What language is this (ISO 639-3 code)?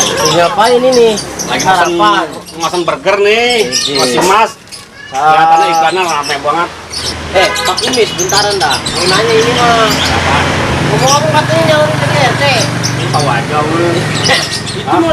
bew